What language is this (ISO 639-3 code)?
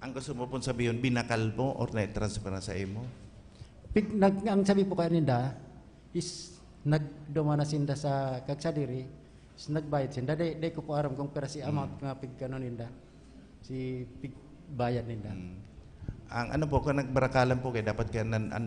bik